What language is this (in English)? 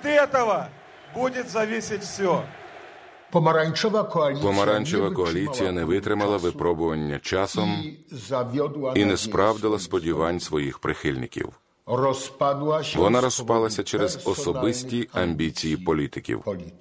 Ukrainian